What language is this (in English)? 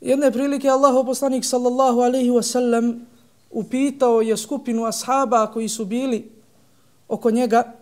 Bosnian